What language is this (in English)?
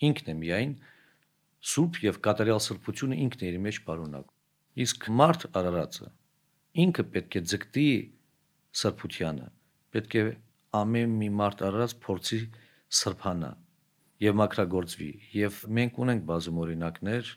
Armenian